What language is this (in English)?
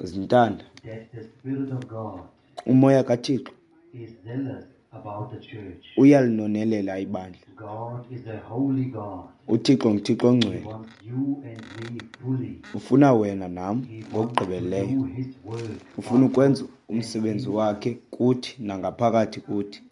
Xhosa